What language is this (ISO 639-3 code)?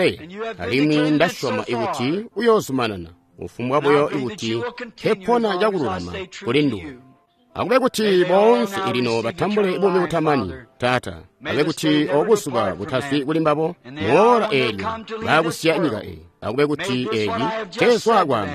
toi